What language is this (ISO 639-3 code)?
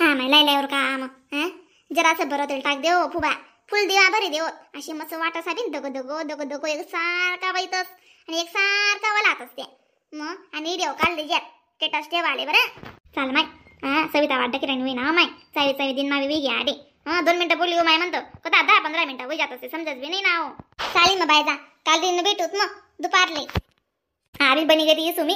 khn